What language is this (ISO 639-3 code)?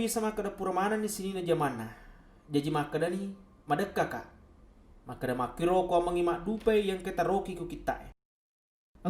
bug